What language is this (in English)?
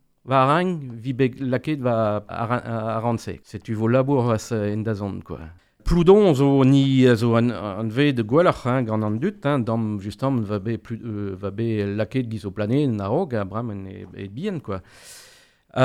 Breton